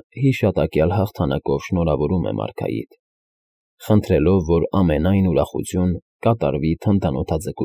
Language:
Armenian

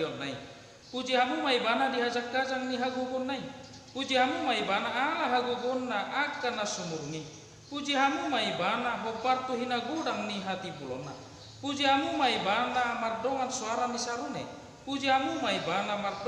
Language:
Batak Toba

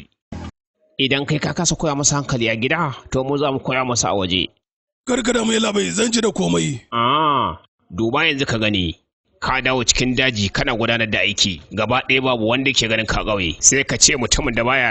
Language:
Hausa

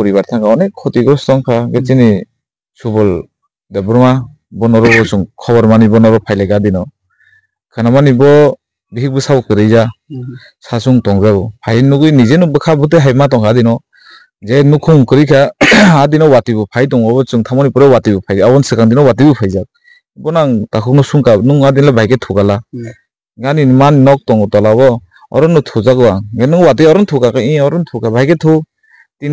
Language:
Kok Borok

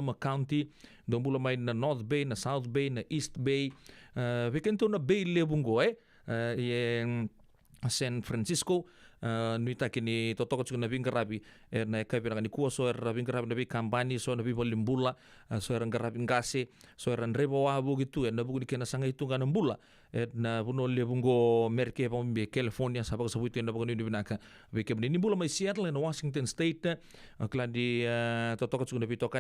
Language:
Fijian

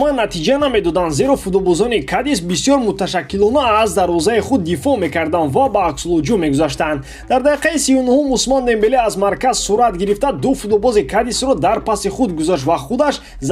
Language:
Tajik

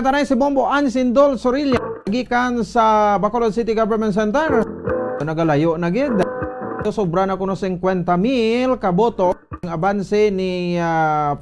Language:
Hiligaynon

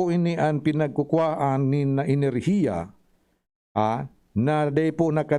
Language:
Bikol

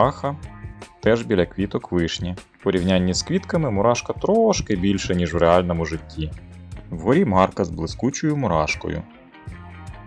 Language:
Ukrainian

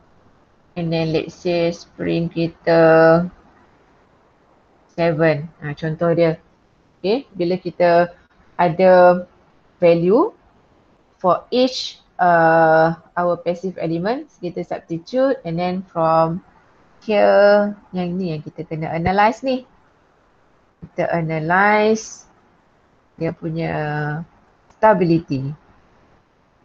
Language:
Malay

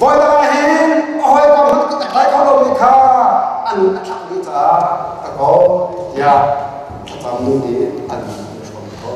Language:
Hakha Chin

